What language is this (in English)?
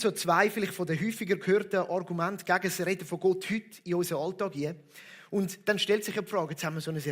Swiss German